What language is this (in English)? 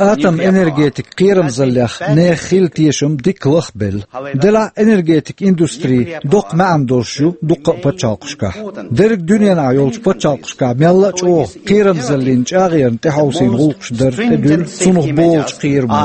Chechen